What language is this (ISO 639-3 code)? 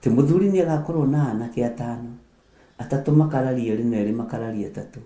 kik